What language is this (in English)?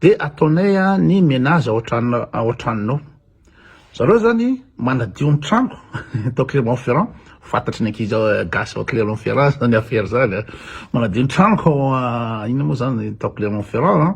Malagasy